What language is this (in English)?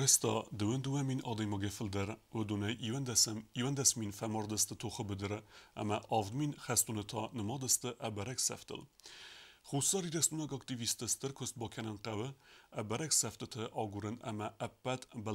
Ossetic